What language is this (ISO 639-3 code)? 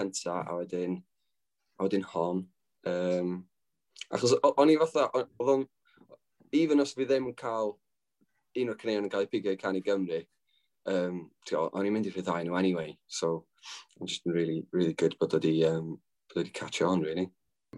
cym